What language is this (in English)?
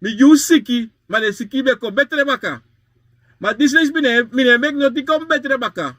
Sranan Tongo